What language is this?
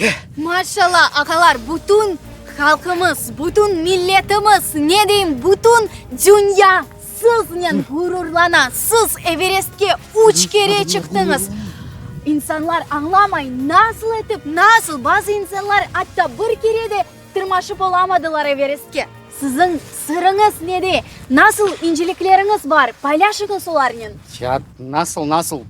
Crimean Tatar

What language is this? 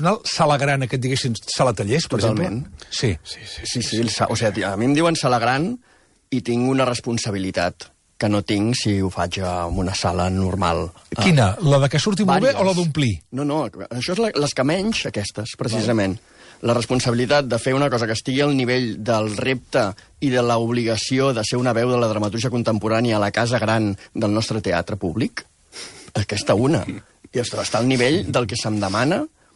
Catalan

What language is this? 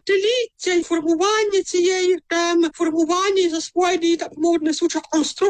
Ukrainian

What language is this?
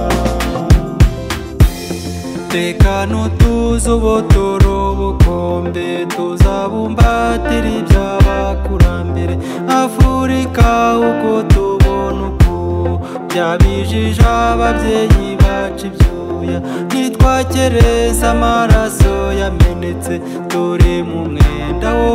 Kinyarwanda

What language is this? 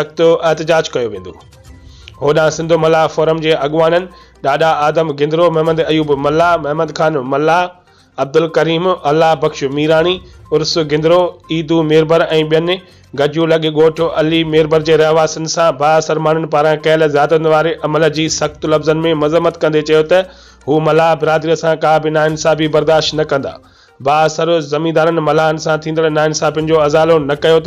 Sindhi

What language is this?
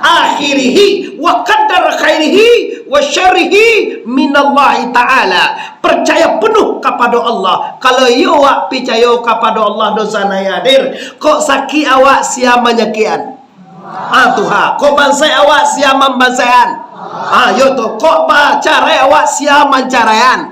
Minangkabau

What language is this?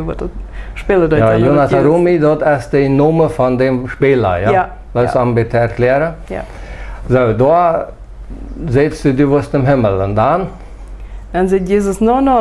Plautdietsch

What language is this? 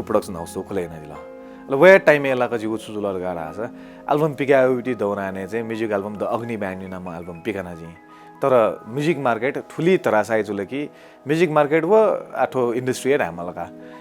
Newari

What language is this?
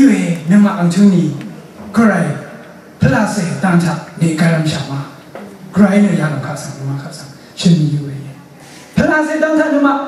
Rawang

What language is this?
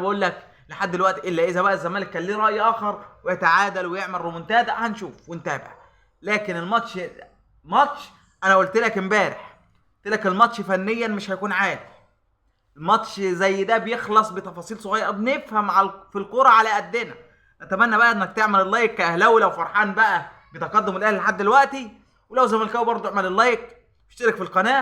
Egyptian Arabic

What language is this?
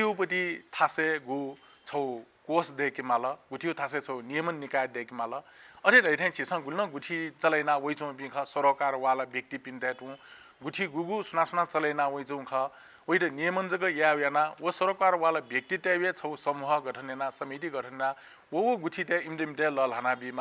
Newari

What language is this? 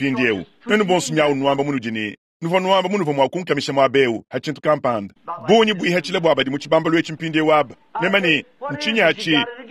Luba-Lulua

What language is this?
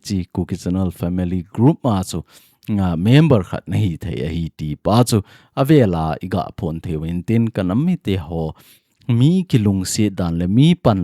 Thado Chin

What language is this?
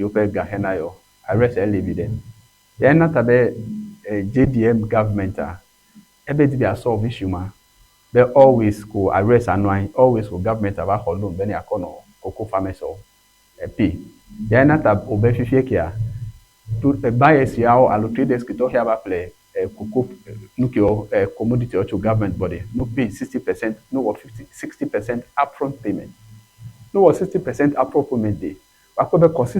Ewe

